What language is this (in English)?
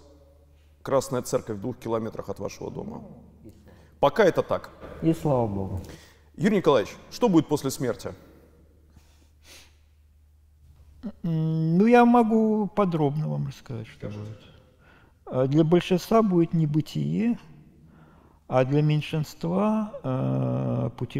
Russian